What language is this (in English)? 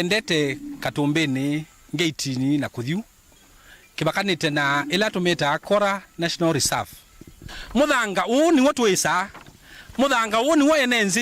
Kamba